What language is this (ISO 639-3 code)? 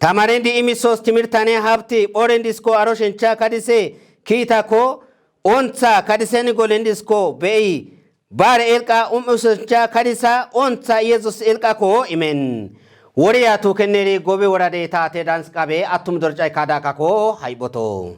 kbr